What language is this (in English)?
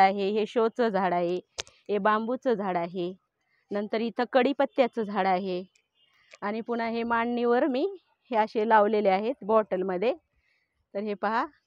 Marathi